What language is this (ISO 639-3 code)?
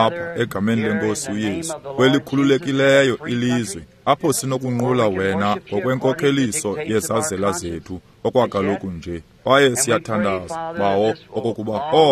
xho